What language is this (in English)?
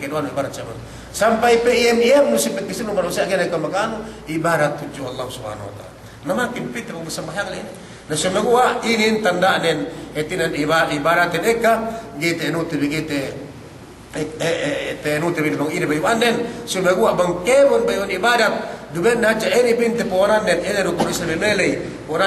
Yakan